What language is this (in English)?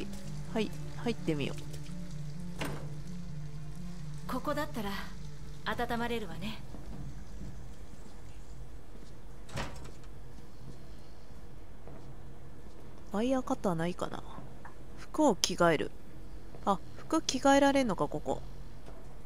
Japanese